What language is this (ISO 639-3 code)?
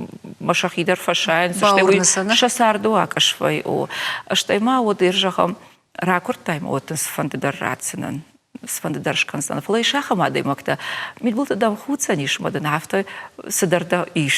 oss